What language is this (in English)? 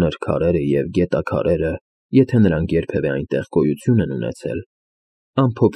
Armenian